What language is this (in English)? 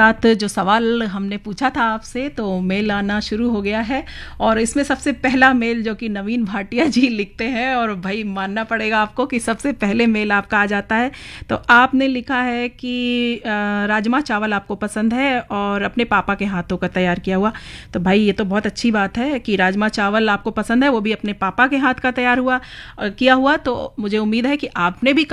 Hindi